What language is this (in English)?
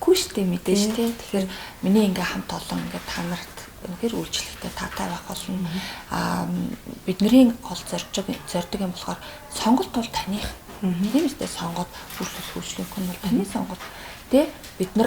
Mongolian